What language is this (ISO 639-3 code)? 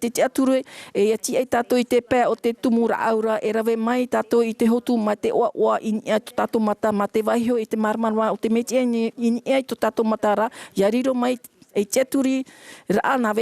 tah